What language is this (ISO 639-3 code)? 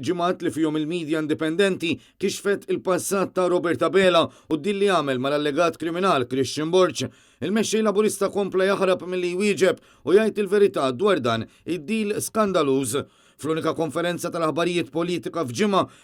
mlt